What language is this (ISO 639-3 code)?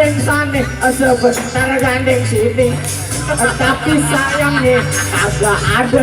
bew